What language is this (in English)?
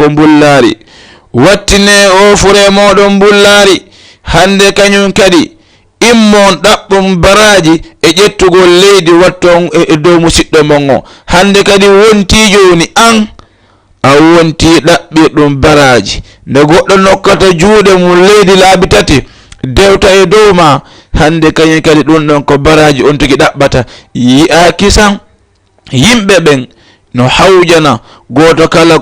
Fula